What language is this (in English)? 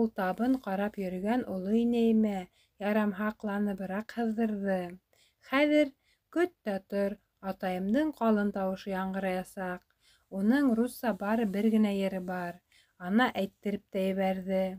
Bashkir